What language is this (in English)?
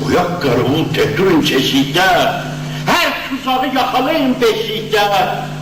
South Azerbaijani